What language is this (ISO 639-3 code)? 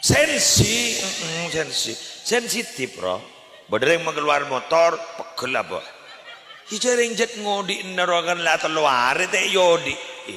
mad